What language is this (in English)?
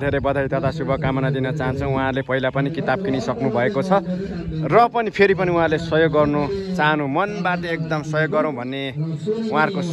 Nepali